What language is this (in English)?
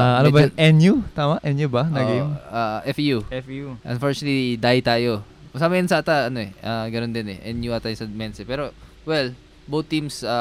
Filipino